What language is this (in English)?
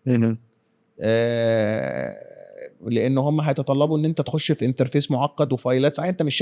Egyptian Arabic